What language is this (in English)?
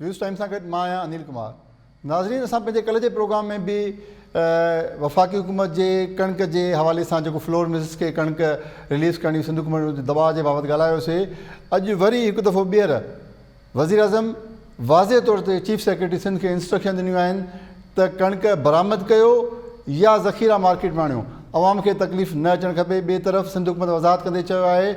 Sindhi